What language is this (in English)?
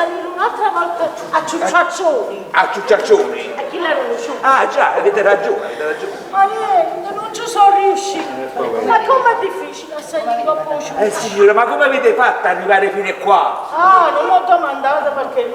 Neapolitan